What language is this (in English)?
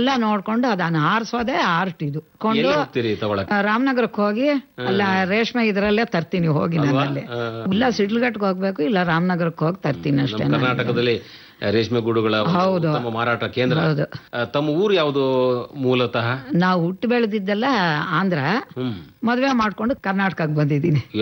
Kannada